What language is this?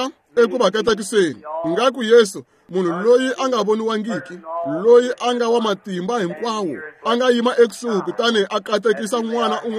Tsonga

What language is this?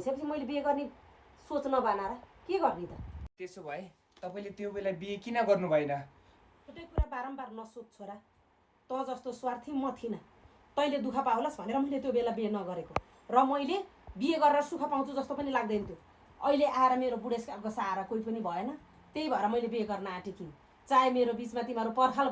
Nepali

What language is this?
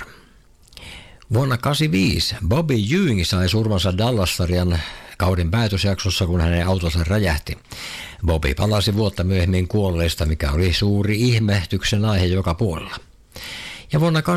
Finnish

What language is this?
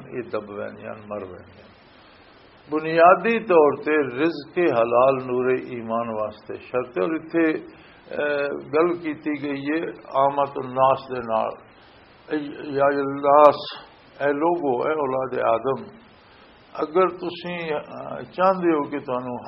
Western Panjabi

